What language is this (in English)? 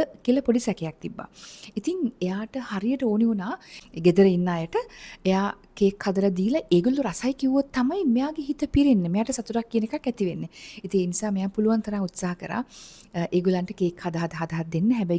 Sinhala